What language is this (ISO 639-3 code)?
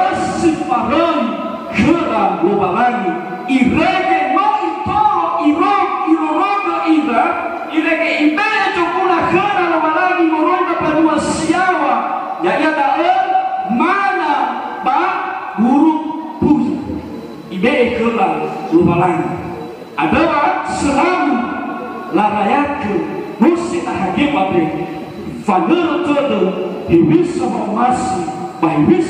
nia